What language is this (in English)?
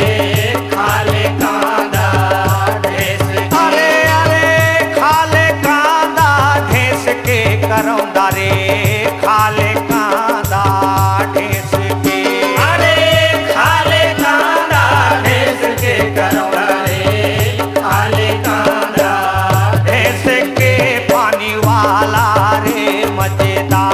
Chhattisgarhi